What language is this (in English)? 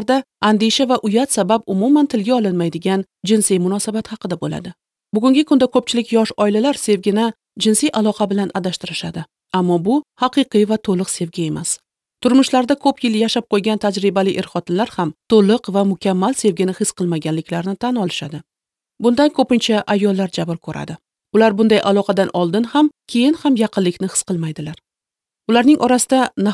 Uzbek